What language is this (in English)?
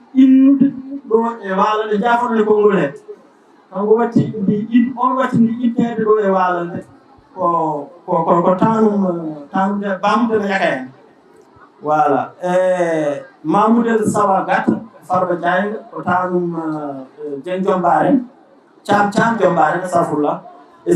Fula